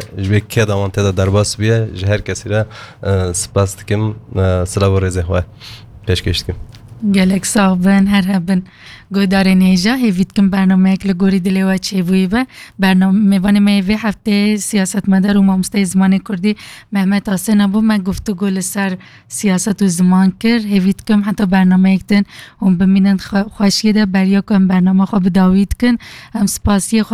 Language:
Kurdish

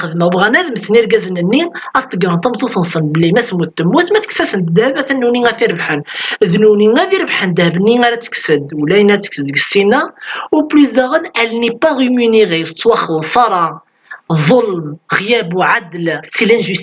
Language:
Kabyle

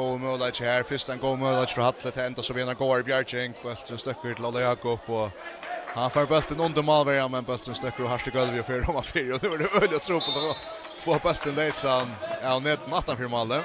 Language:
Faroese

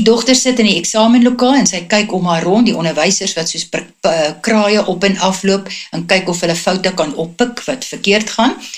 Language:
Afrikaans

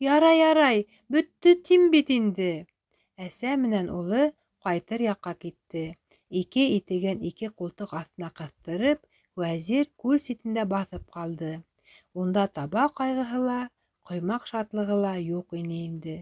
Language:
Bashkir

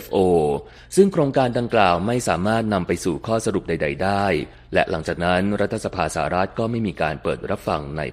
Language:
Thai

